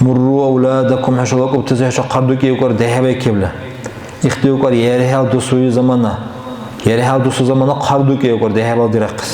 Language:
Dargwa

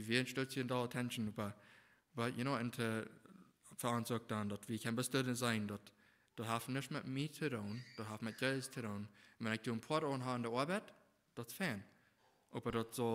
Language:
Plautdietsch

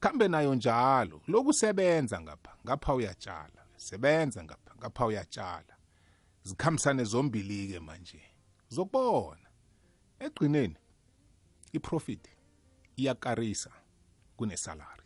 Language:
South Ndebele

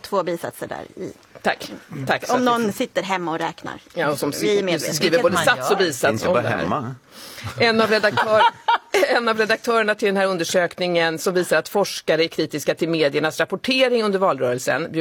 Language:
Swedish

